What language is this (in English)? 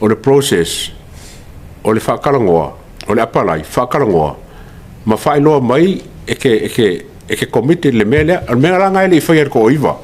Samoan